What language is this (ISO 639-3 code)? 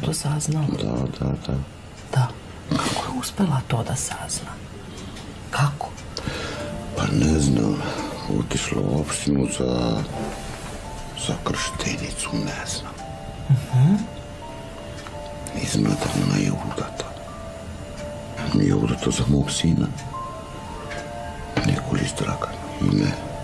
srp